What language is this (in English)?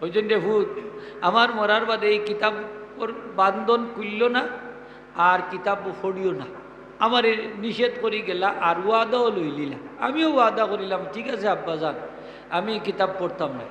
Sylheti